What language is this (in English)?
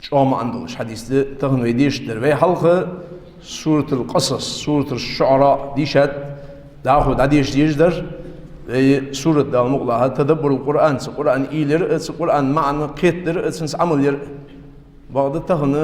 Ingush